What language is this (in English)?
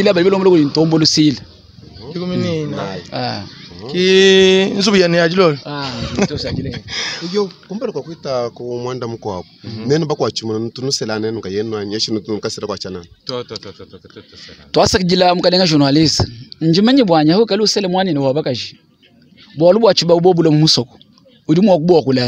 Luba-Lulua